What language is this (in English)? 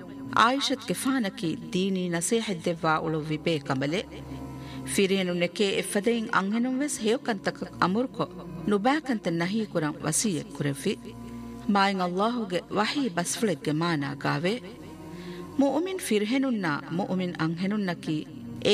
Divehi